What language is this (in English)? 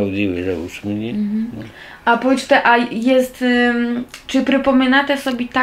Rusyn